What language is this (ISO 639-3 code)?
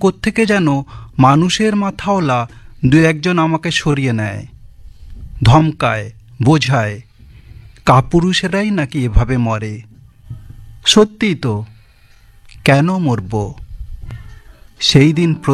ben